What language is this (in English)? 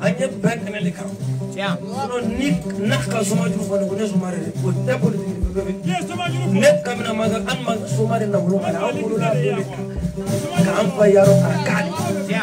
Bambara